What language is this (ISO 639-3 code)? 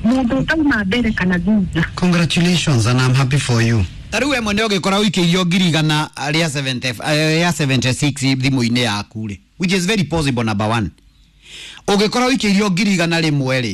kik